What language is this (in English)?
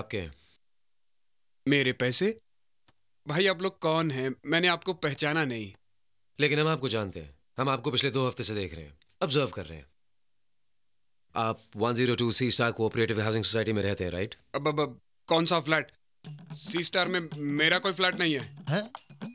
Hindi